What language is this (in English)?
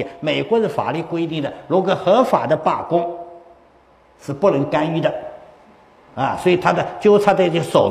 Chinese